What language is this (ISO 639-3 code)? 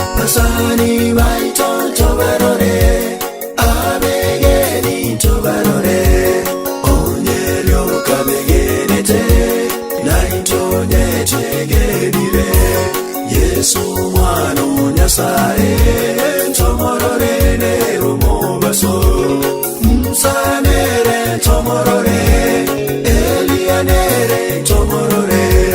guz